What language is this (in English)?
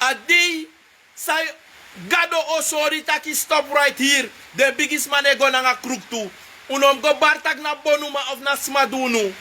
Sranan Tongo